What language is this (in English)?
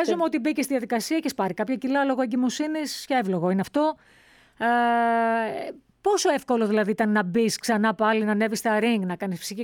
Greek